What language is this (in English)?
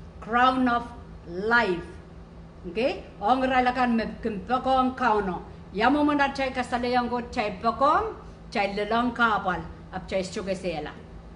Pohnpeian